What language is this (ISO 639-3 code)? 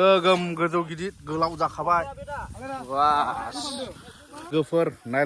brx